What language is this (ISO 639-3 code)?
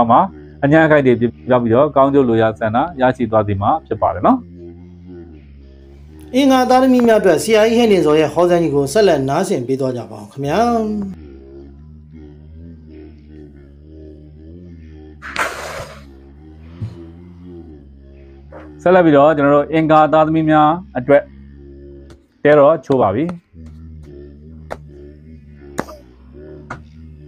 mya